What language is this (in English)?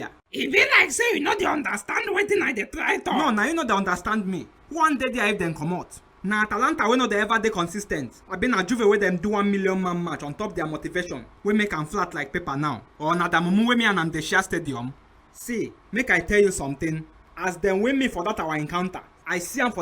Nigerian Pidgin